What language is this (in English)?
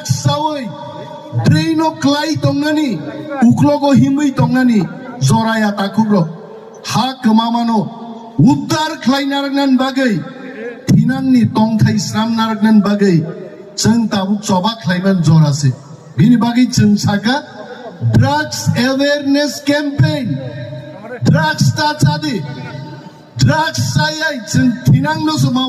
Kok Borok